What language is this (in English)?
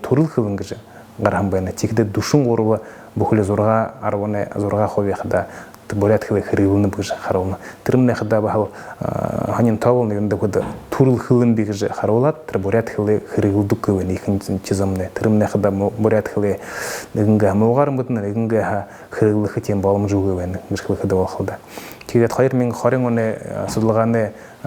Buriat